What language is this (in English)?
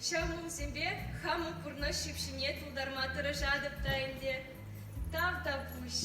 Chuvash